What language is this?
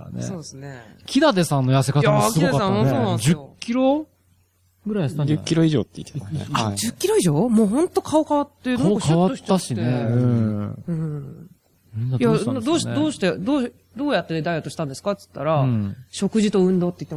Japanese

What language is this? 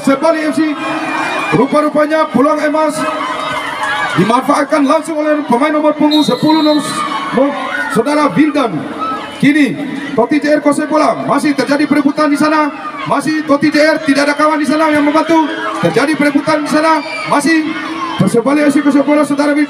Indonesian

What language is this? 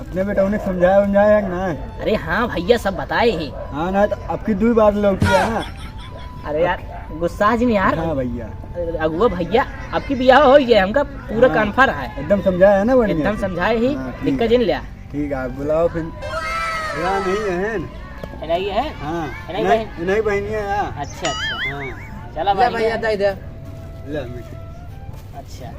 Awadhi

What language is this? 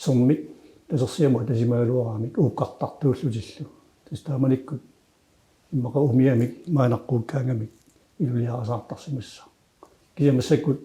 Kalaallisut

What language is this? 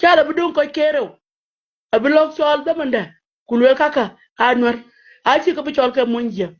Nuer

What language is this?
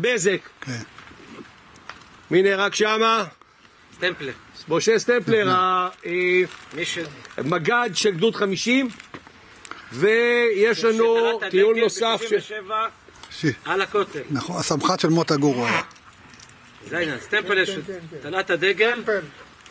Hebrew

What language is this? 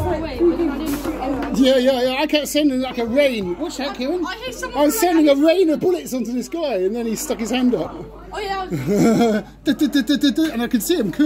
English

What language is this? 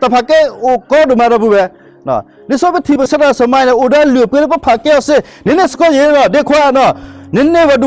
S'gaw Karen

